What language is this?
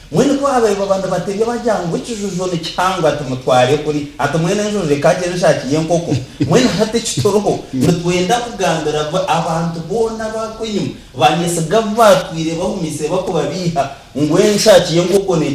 Nyankole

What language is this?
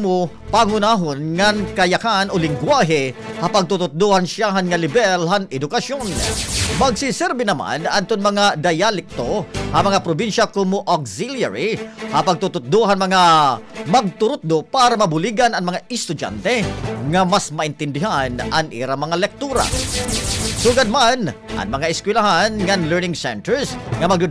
Waray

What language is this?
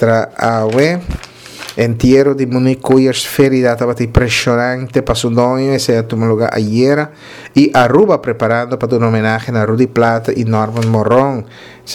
Papiamento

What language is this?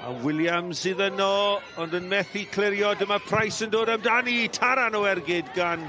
Welsh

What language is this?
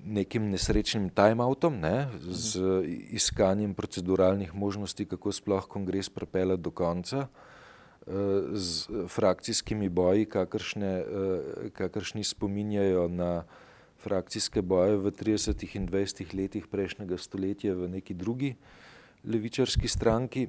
Slovenian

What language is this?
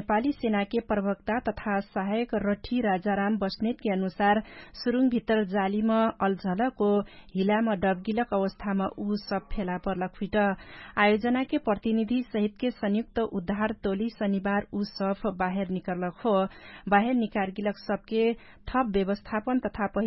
Dangaura Tharu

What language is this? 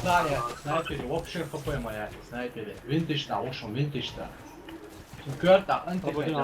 Chechen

